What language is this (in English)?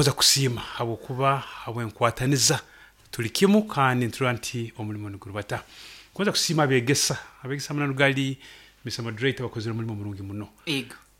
Nyoro